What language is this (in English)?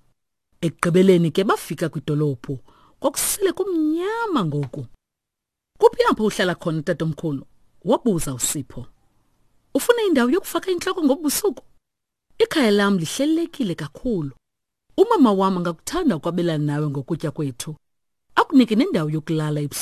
Xhosa